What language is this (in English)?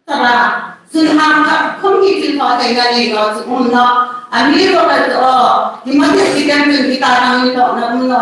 Hmar